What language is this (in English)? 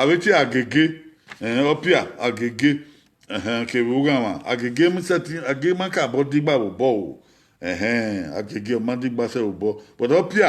Bini